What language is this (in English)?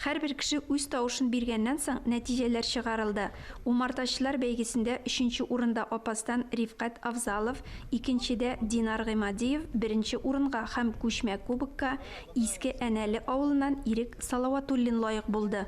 Tatar